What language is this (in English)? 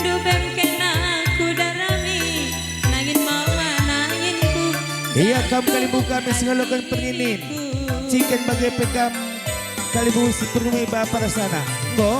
Batak Karo